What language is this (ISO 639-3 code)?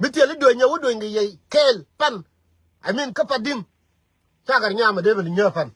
nus